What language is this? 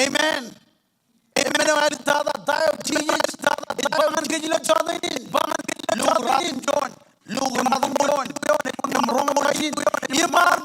Marshallese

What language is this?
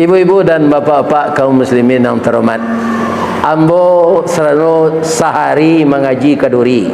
Minangkabau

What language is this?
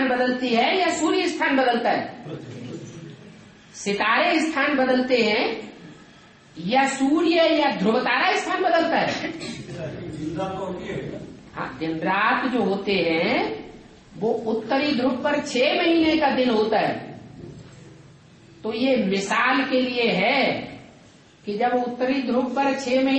Hindi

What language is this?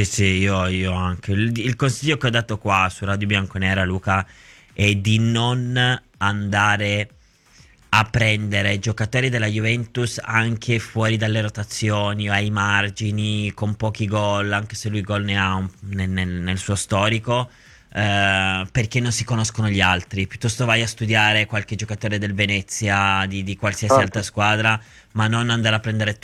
Italian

